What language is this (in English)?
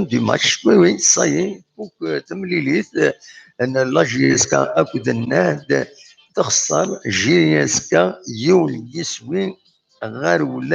Kabyle